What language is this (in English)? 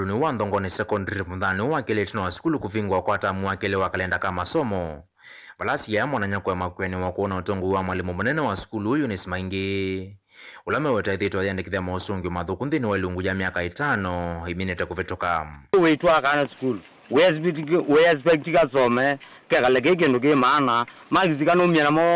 Kamba